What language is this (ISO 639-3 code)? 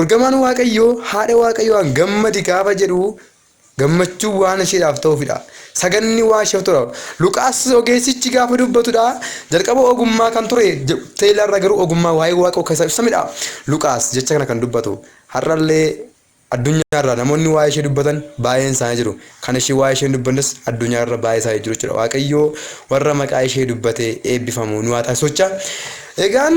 orm